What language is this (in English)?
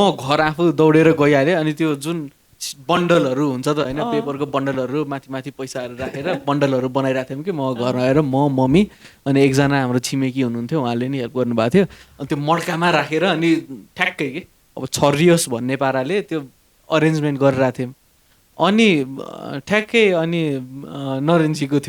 Nepali